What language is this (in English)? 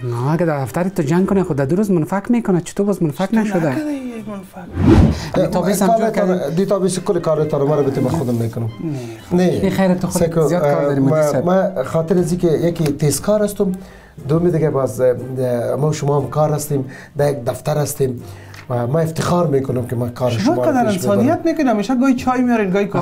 Persian